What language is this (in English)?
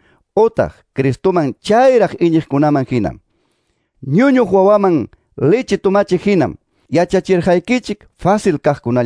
Quechua